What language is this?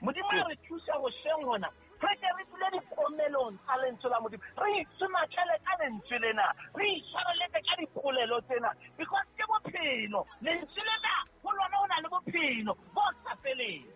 Southern Sotho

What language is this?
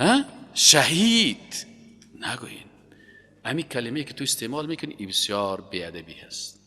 Persian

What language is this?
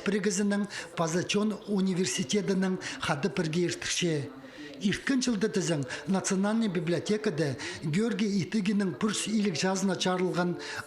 Khakas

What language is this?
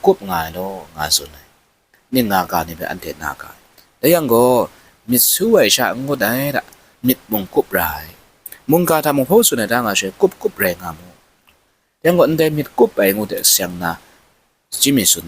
Kachin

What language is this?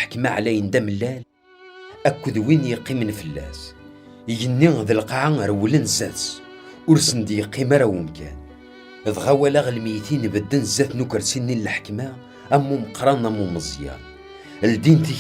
Kabyle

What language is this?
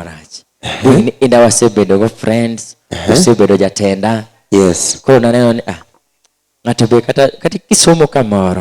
Luo (Kenya and Tanzania)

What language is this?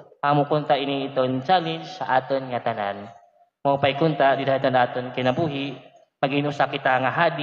Waray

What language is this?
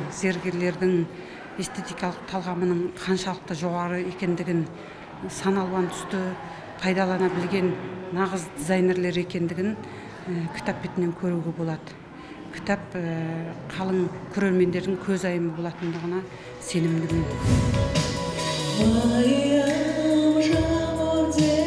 Kazakh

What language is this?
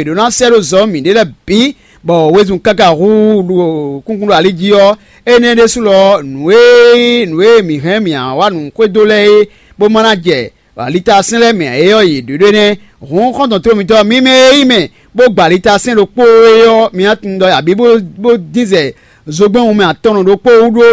Fon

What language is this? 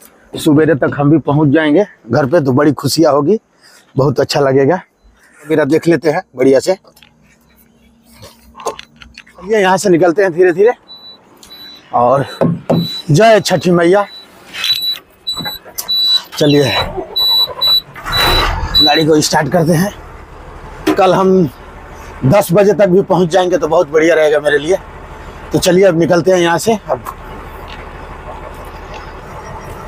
Hindi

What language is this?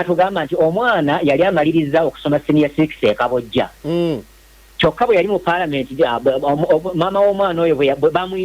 Ganda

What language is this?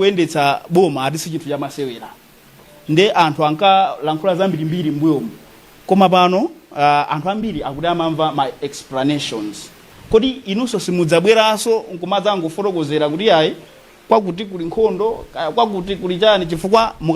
Nyanja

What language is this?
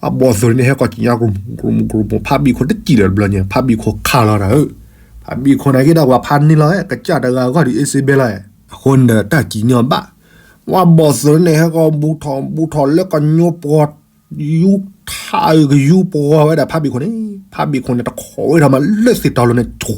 S'gaw Karen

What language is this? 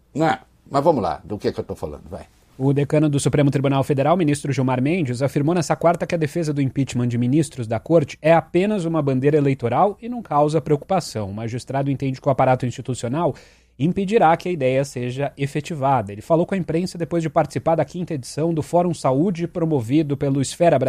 Portuguese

